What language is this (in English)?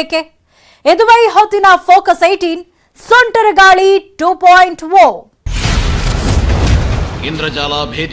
Kannada